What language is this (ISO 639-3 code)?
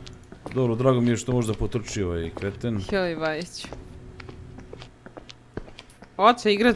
hrv